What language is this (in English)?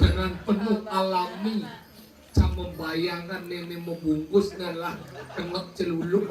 Balinese